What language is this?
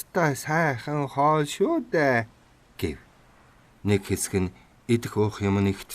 Mongolian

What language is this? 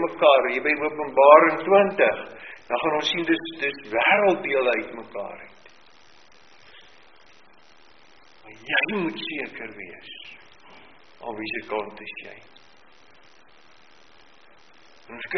Afrikaans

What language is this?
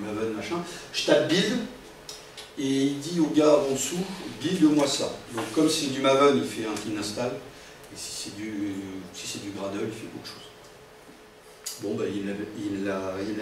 French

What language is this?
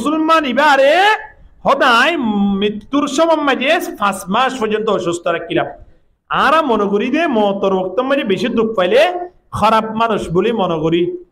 Rohingya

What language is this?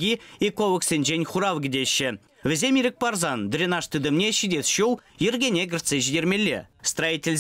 Chuvash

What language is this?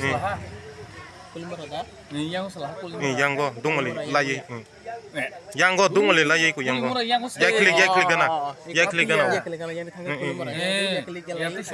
Kok Borok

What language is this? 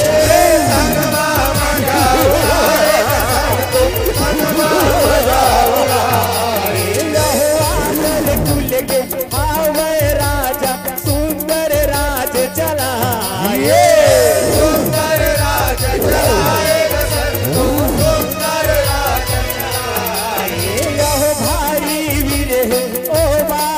Chhattisgarhi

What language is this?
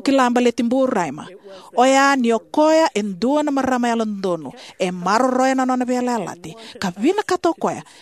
Fijian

